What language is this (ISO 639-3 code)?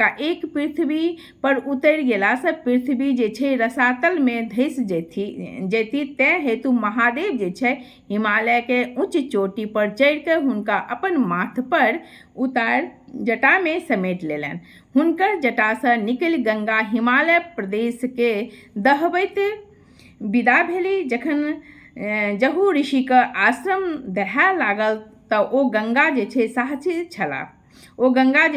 mai